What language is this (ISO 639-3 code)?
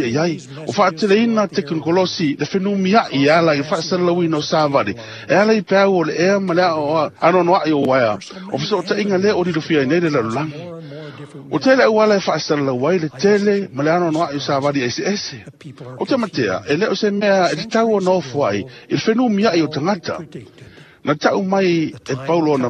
smo